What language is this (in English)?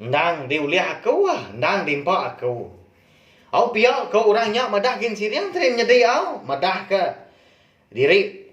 Iban